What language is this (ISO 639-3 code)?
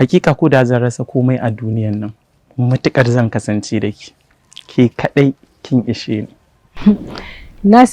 hau